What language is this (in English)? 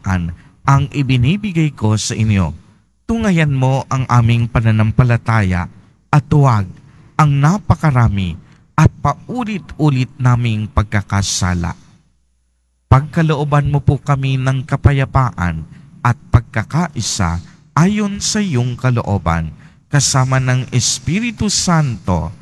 Filipino